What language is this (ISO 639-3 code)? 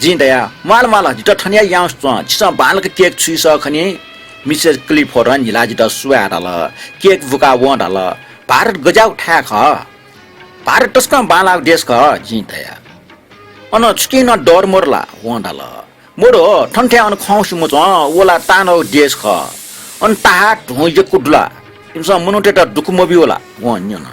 new